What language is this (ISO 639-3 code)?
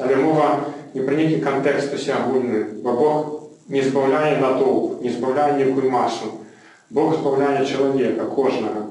bel